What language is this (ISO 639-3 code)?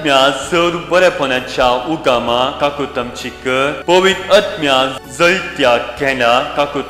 kok